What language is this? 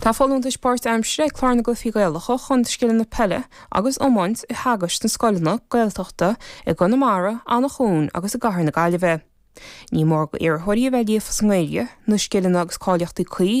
Irish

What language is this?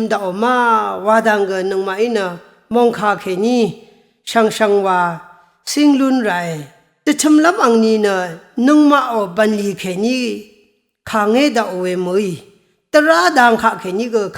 Rawang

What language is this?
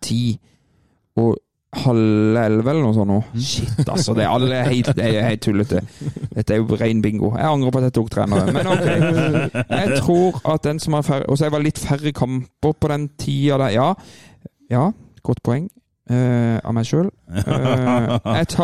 Norwegian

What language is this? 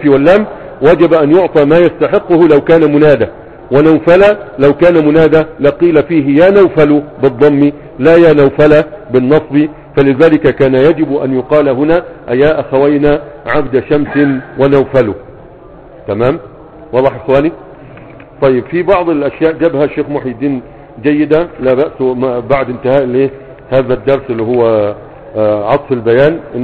Arabic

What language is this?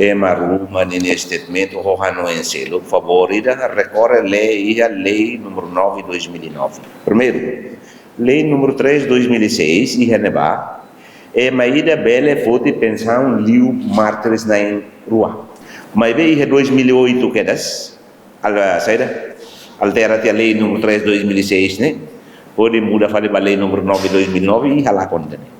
Tetum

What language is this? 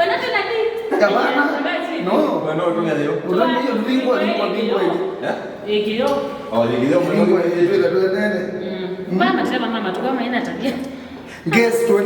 Kamba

